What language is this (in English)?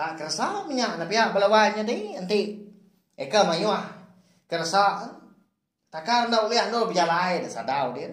Iban